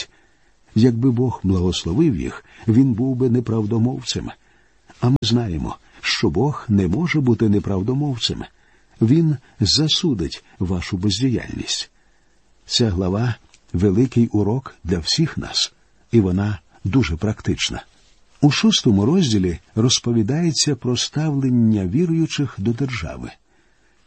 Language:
Ukrainian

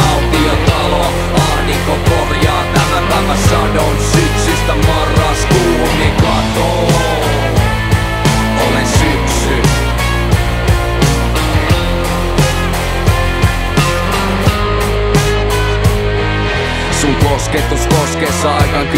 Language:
Finnish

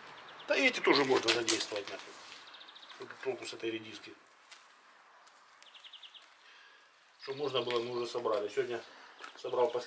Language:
Russian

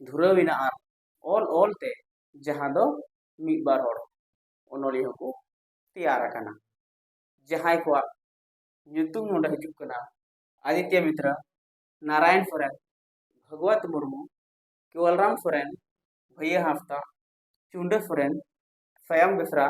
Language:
Santali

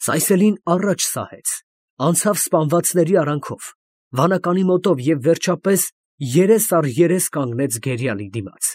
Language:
Armenian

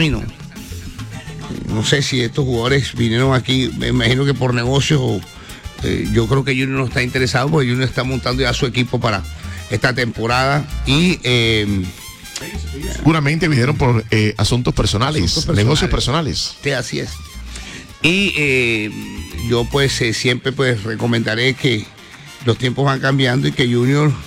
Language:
Spanish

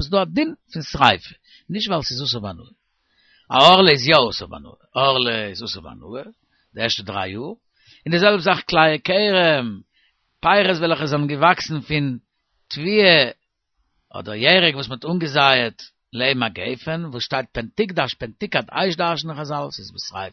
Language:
Yiddish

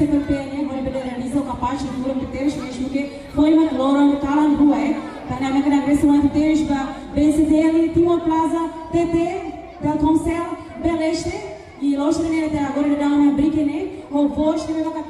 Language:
Tetum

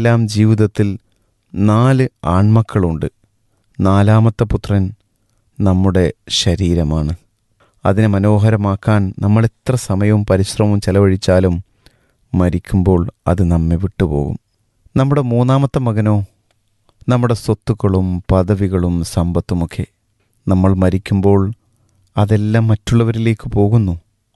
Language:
Malayalam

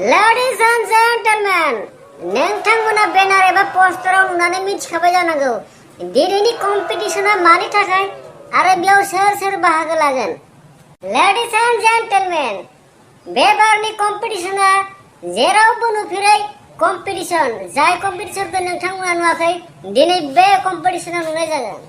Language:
Bodo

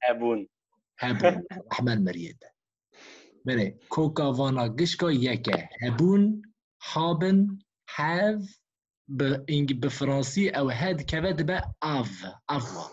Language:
Kurdish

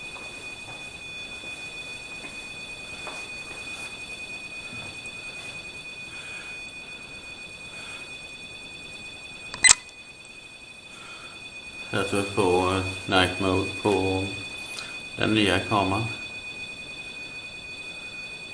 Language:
Swedish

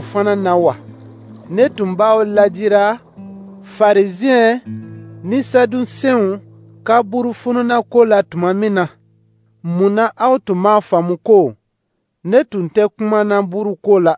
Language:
Dyula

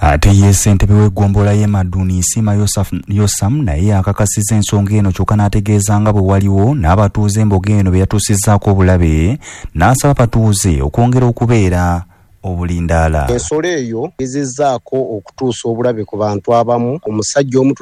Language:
Ganda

